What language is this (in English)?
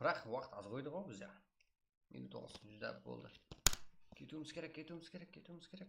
Kara-Kalpak